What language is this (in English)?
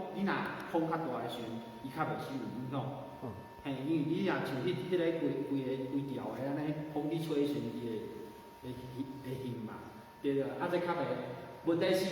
Min Nan Chinese